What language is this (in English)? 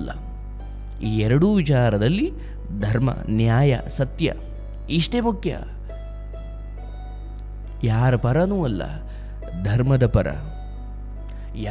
Kannada